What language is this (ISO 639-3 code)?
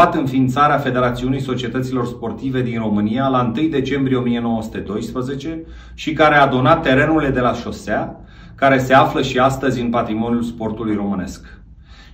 ron